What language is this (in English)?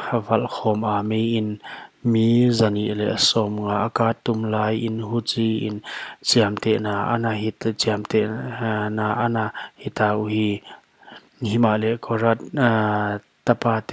Paite Chin